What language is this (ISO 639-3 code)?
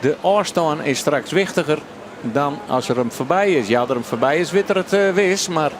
fry